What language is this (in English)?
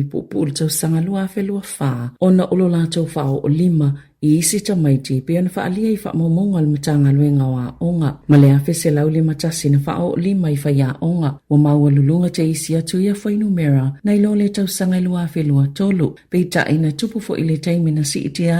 Samoan